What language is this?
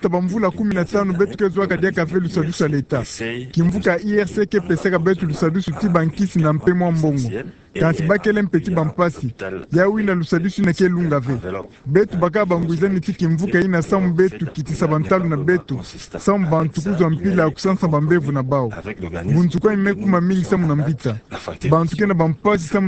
Kituba (Democratic Republic of Congo)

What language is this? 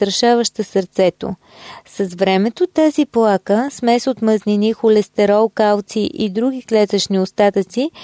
Bulgarian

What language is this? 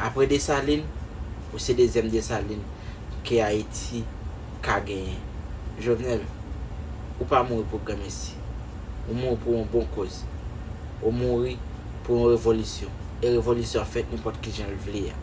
Haitian Creole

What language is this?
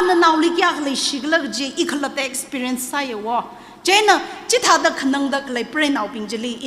Tangkhul Naga (India)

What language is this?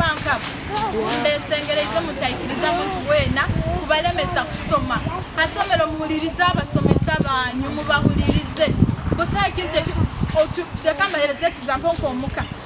Nyoro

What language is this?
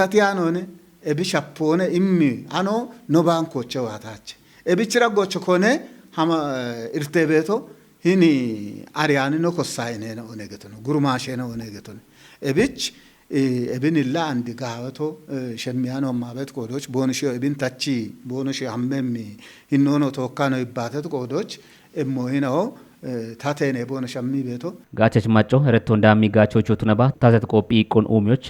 Kafa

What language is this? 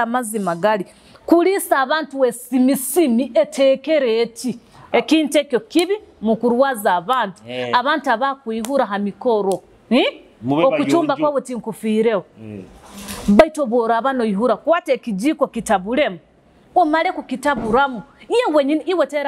Nyoro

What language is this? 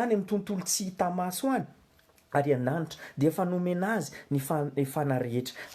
Malagasy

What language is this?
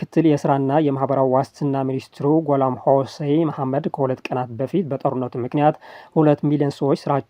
Amharic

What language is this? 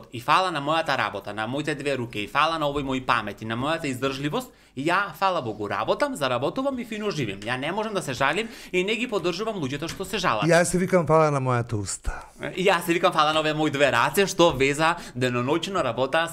Macedonian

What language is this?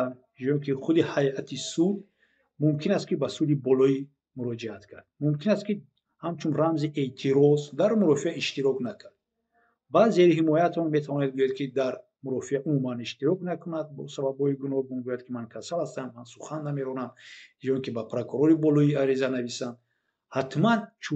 Tajik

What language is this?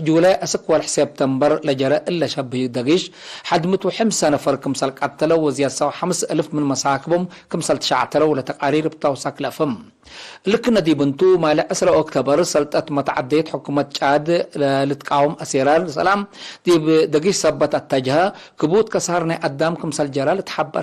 Tigre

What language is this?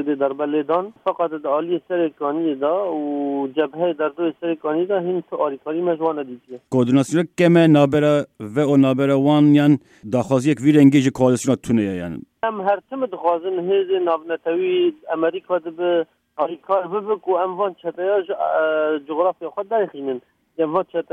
Kurdish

